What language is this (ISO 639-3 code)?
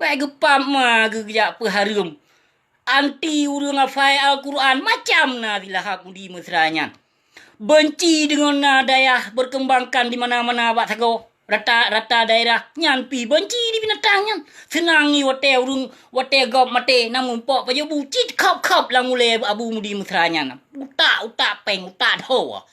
ace